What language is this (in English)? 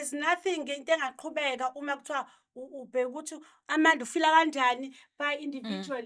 Zulu